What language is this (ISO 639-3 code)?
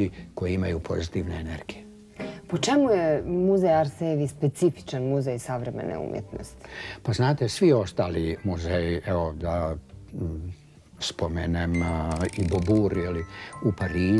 bos